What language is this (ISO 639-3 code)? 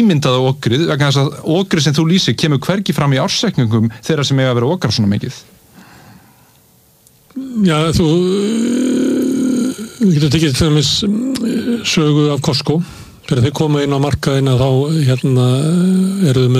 isl